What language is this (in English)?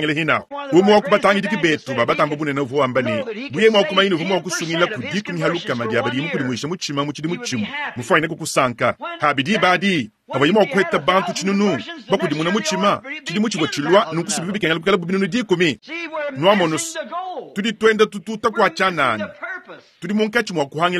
Luba-Lulua